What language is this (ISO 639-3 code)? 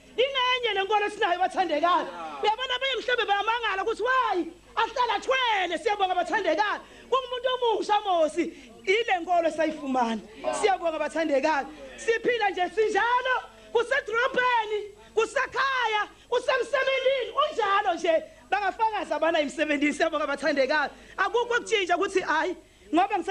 zul